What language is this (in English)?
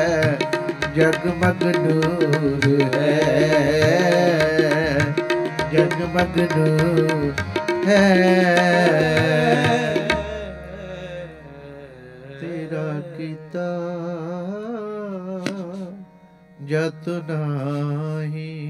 Punjabi